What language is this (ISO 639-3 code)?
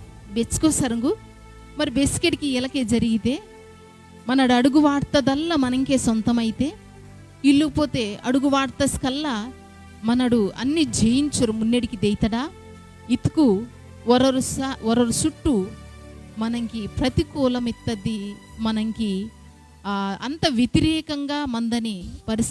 kff